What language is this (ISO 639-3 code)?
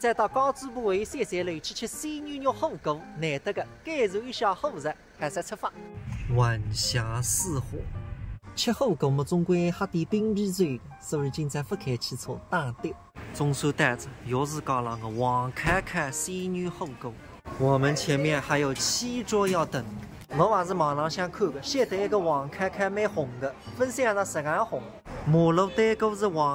wuu